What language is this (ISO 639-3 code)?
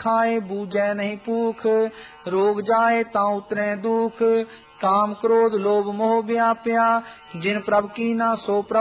pan